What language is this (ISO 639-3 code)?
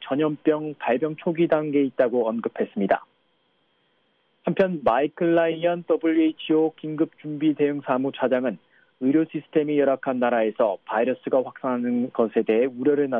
kor